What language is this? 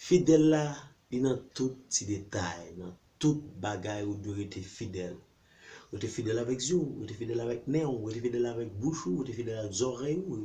Haitian Creole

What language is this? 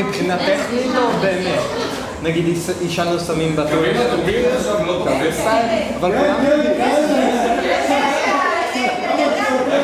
Hebrew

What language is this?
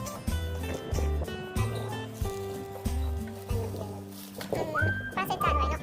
Lao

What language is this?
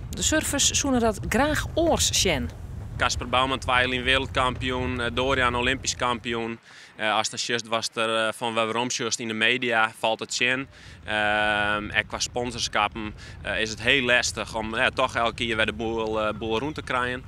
Western Frisian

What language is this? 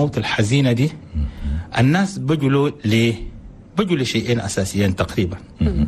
Chadian Arabic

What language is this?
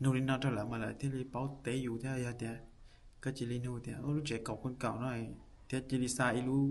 Hmong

